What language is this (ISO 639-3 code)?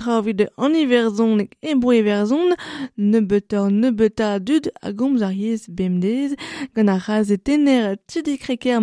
bre